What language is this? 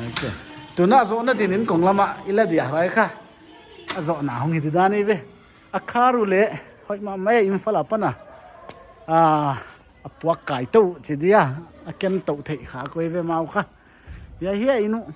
Paite Chin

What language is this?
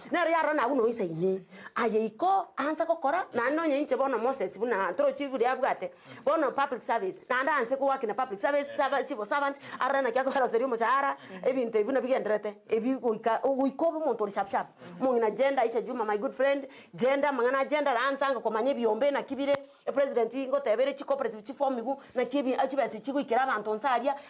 Gusii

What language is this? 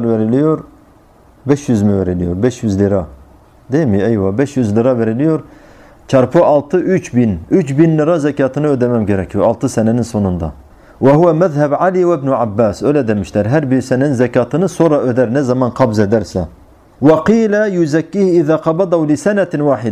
Turkish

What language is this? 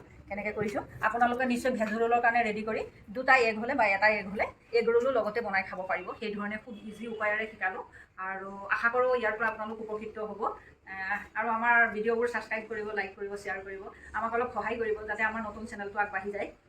Assamese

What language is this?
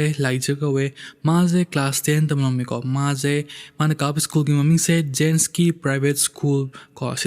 Manipuri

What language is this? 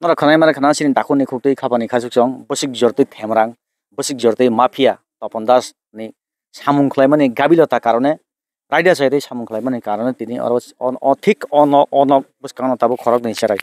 Kok Borok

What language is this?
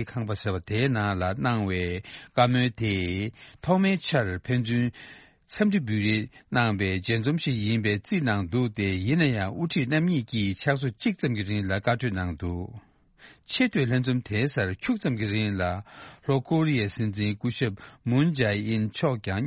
Tibetan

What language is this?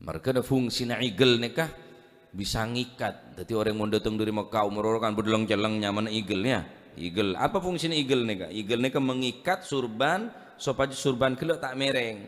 Madurese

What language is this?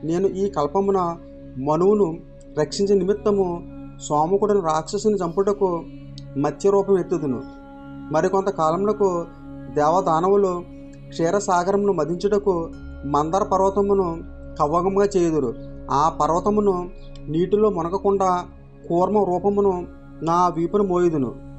Telugu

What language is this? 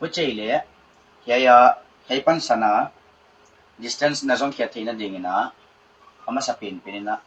Paite Chin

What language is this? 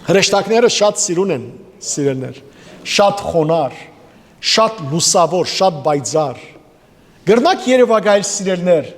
Western Armenian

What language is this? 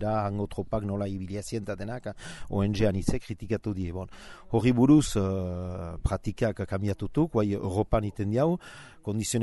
Basque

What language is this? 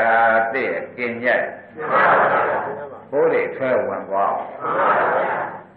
Burmese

